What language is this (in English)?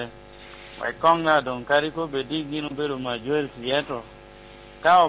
Lango (Uganda)